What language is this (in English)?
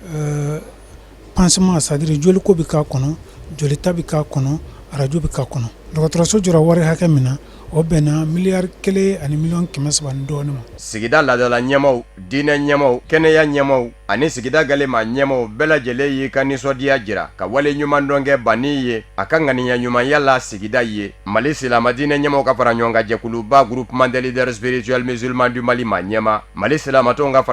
Bambara